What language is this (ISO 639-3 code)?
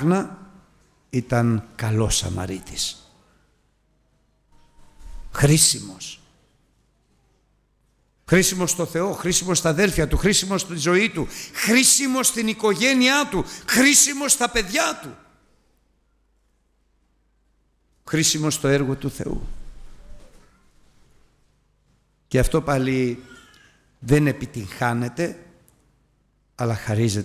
ell